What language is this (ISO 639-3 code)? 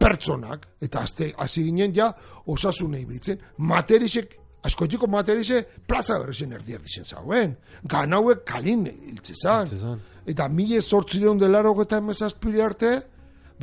eus